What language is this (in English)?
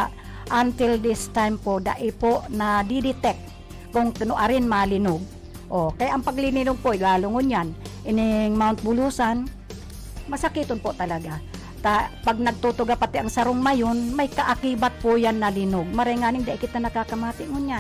Bikol